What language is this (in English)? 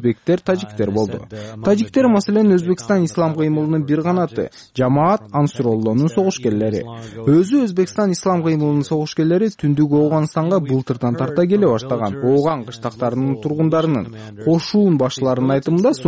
Kyrgyz